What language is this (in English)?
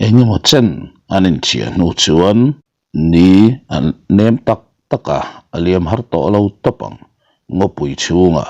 Mizo